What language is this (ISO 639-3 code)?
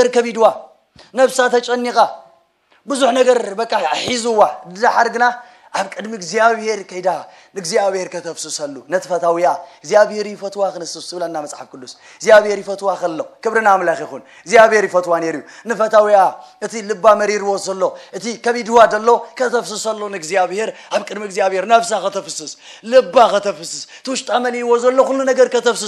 tir